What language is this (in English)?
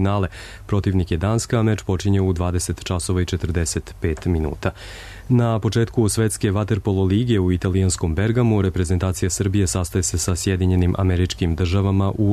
Serbian